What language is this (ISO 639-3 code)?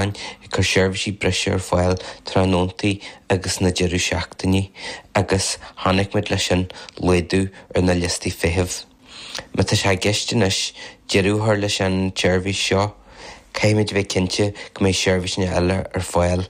gle